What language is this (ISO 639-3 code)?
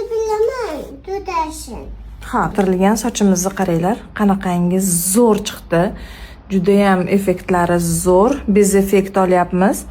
uzb